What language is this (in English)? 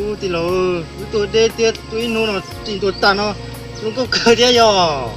Hmong